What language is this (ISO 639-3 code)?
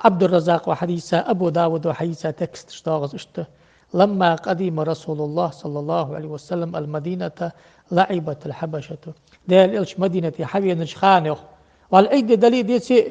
inh